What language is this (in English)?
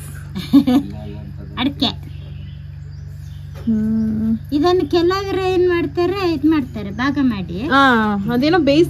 Kannada